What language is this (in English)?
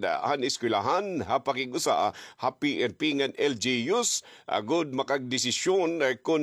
Waray